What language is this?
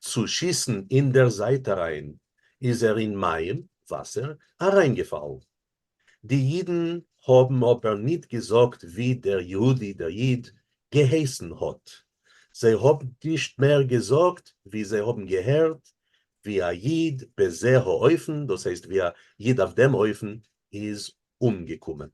Yiddish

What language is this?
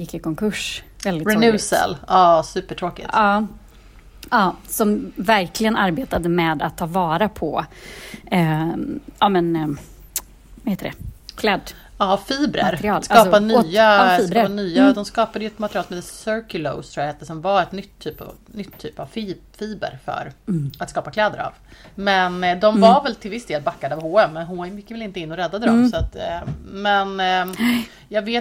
Swedish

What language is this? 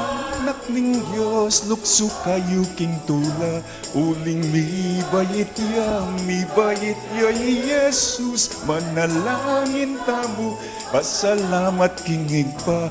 Pampanga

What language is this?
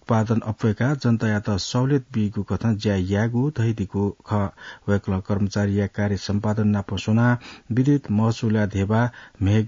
Newari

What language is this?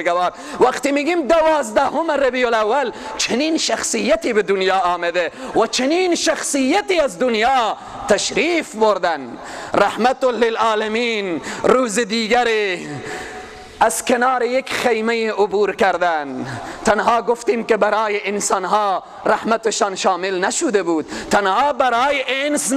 Persian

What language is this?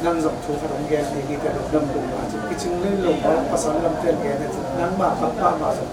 Tedim Chin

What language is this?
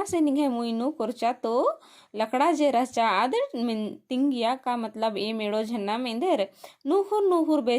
Kurukh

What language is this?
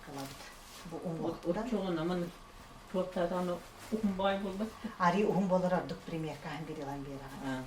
Yakut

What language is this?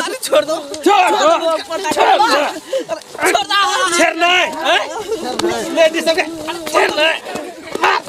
Maithili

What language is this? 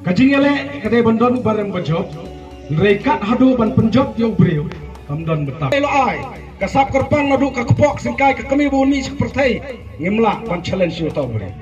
Khasi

